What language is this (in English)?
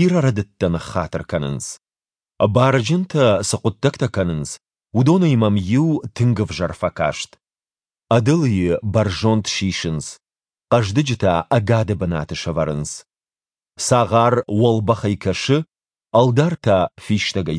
Ossetic